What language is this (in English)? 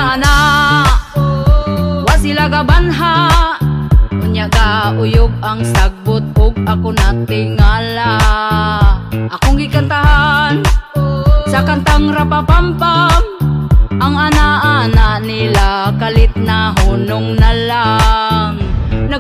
Cebuano